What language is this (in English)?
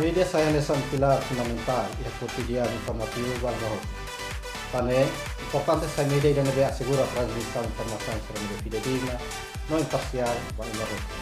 Tetum